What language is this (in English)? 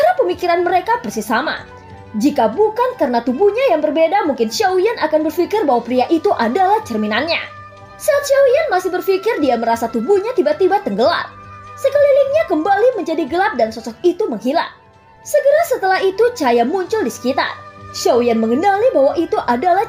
Indonesian